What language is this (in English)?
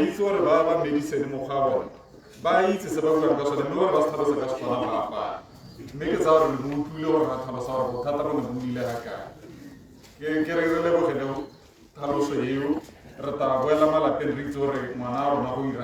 Tswana